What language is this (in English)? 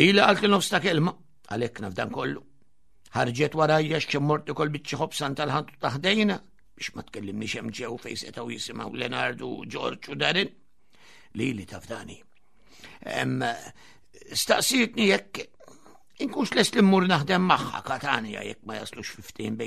Maltese